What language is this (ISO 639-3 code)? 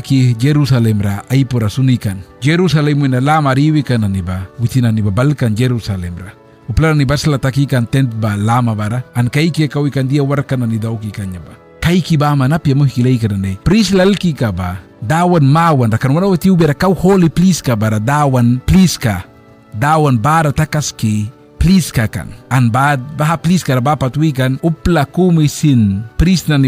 miq